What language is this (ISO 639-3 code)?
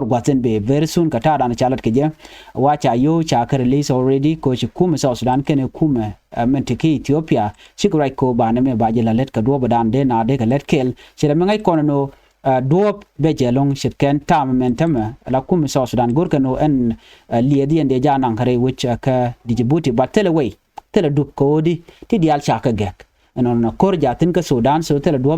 nus